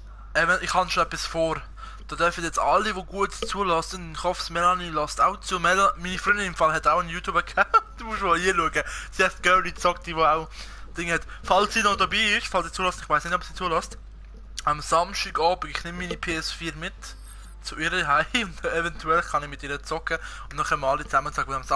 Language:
Swiss German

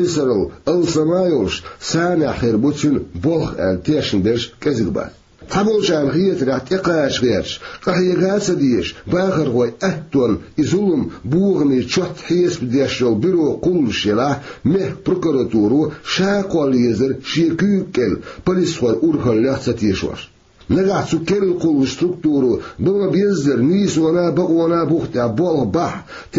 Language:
Chechen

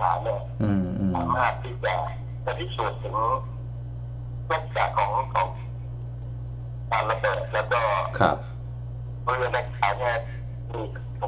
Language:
Thai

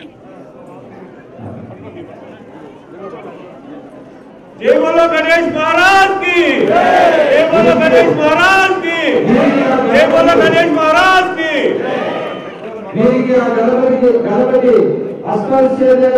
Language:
Telugu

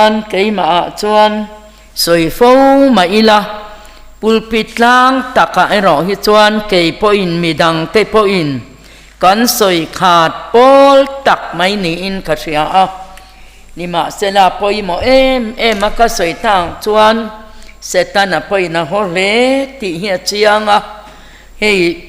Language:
Mizo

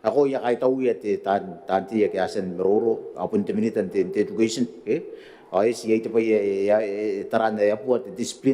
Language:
Gilbertese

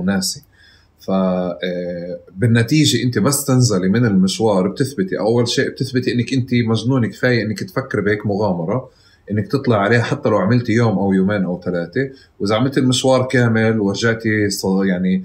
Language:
North Levantine Arabic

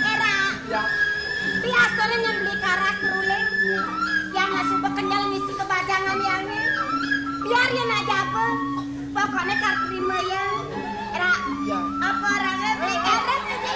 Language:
Balinese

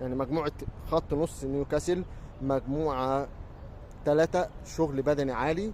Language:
Egyptian Arabic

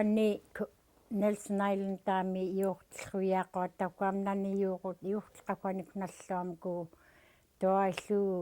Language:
Central Yupik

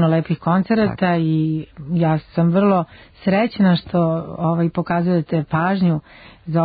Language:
Serbian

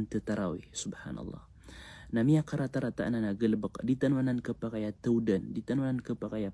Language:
Maranao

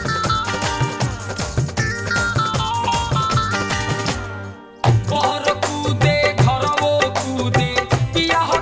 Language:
Bhojpuri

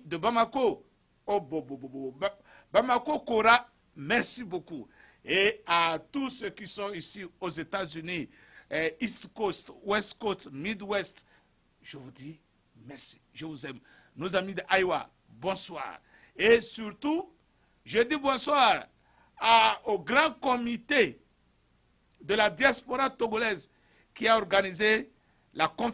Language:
French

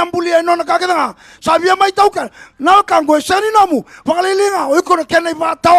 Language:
Fijian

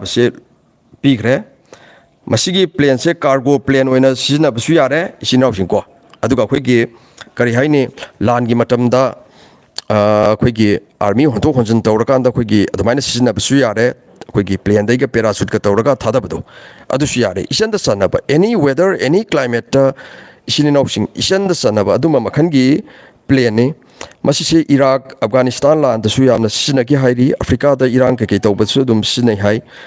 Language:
Manipuri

